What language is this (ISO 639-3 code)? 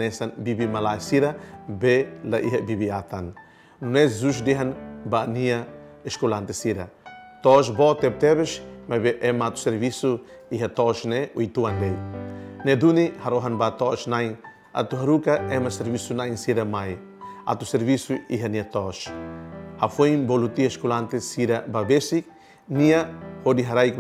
tet